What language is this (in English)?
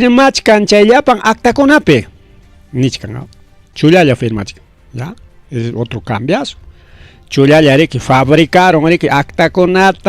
Ayacucho Quechua